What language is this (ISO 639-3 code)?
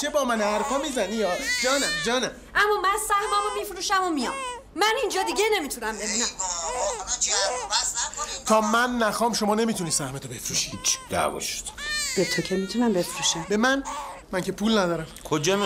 fas